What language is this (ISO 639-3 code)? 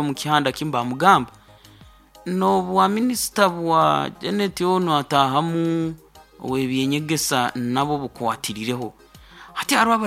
nyn